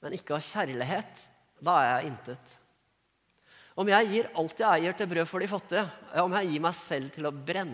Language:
Norwegian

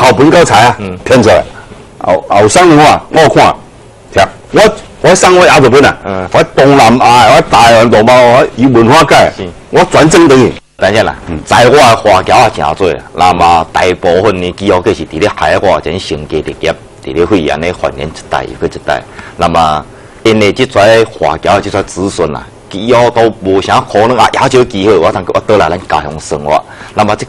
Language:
Min Nan Chinese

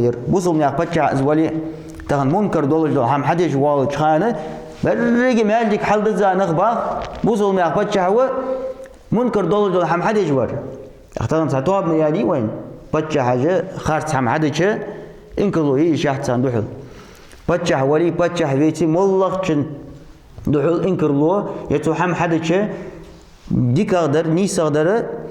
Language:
Ingush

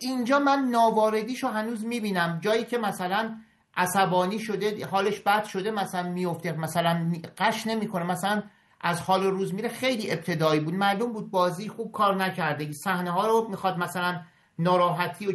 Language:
Persian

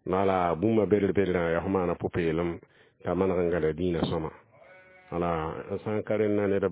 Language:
Mossi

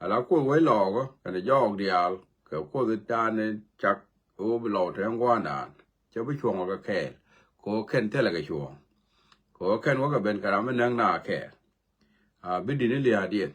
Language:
Nuer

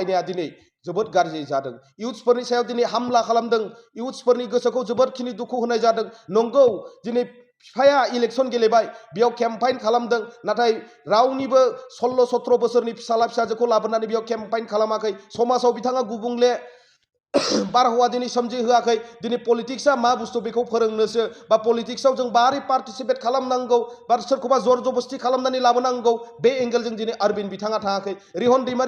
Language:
Bodo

